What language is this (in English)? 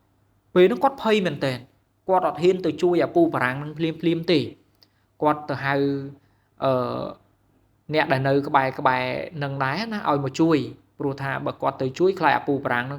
Khmer